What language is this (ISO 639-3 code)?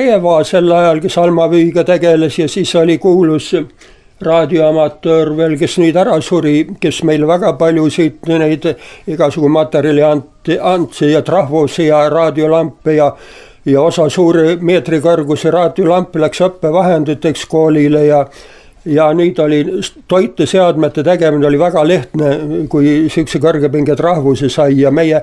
est